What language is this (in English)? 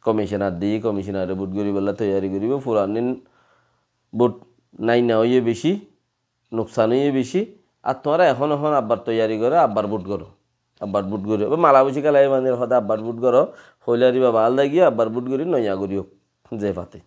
Rohingya